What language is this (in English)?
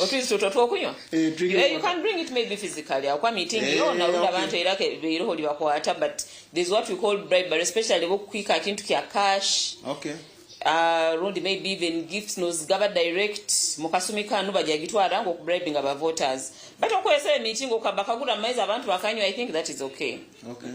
Nyankole